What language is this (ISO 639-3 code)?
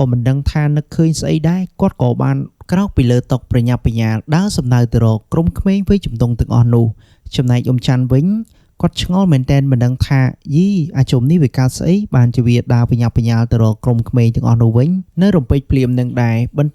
khm